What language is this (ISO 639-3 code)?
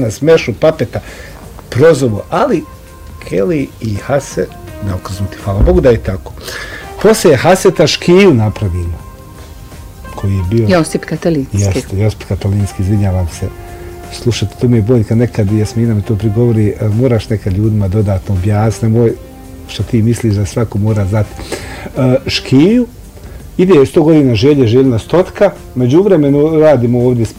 bos